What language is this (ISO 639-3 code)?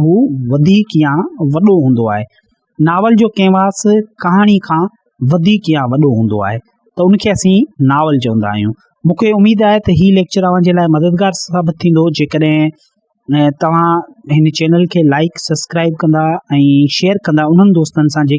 snd